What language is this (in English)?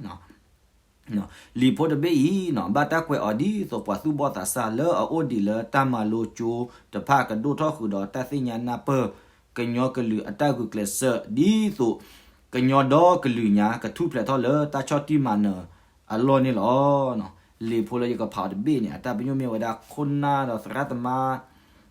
S'gaw Karen